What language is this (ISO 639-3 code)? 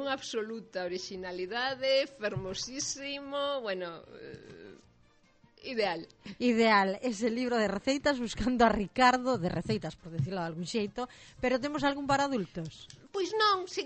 glg